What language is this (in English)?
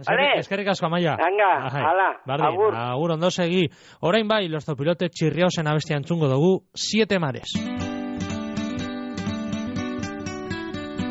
Basque